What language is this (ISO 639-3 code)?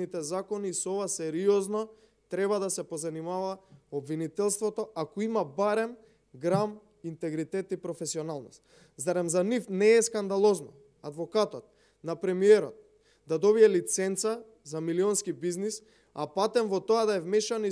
mkd